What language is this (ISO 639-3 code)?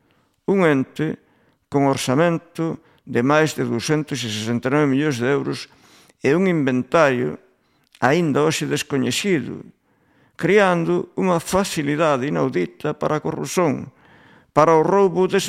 glg